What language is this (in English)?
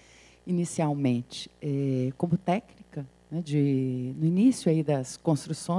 Portuguese